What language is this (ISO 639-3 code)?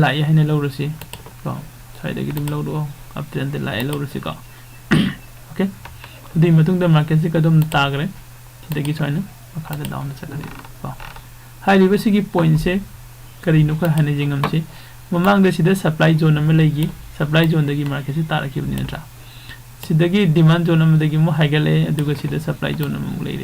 mni